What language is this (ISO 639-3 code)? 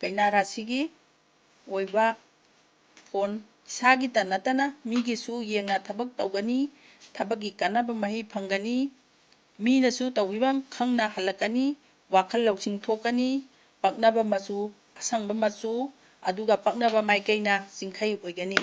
mni